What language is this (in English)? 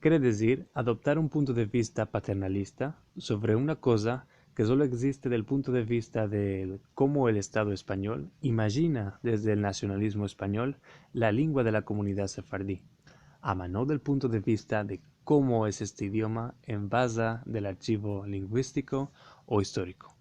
Ladino